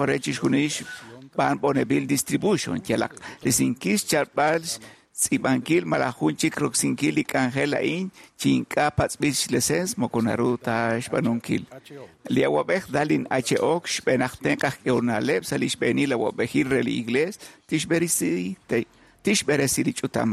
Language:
Kekchí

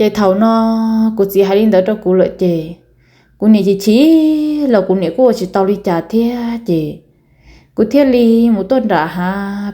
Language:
Hmong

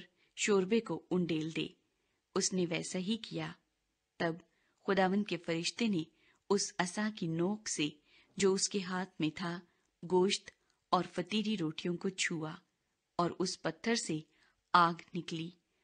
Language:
Urdu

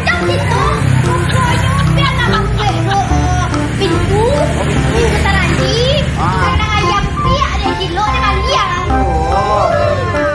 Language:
Minangkabau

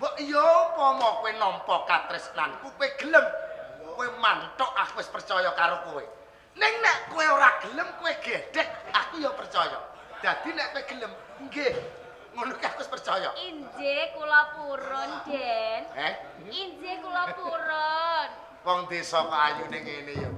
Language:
Javanese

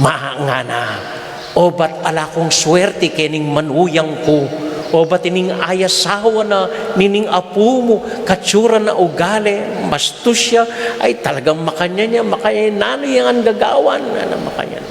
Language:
Pampanga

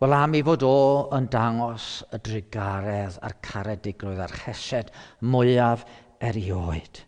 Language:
Welsh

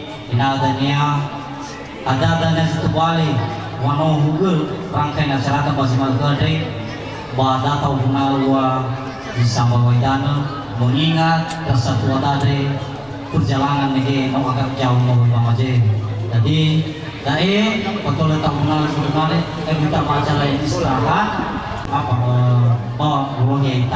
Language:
Nias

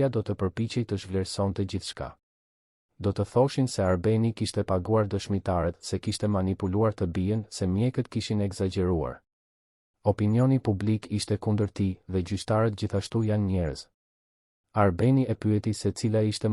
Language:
Albanian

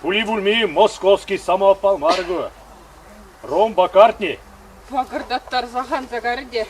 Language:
Chuvash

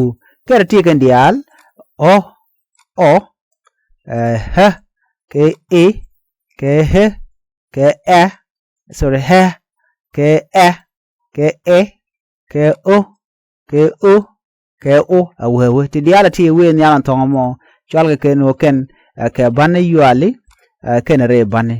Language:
Nuer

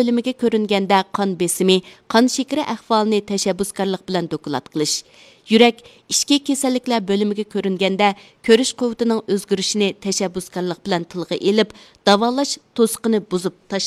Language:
Uyghur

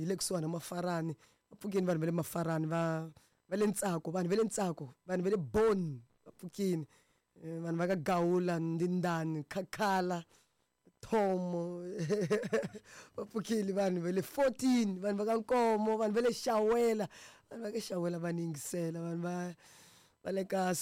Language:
Tsonga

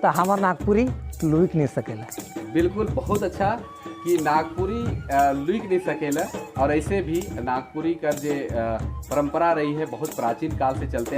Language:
Sadri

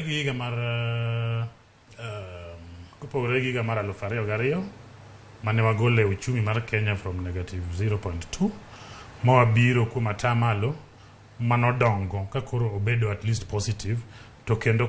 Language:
Luo (Kenya and Tanzania)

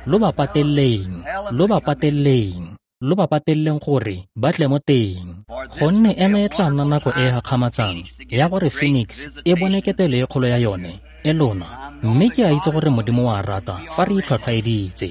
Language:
Tswana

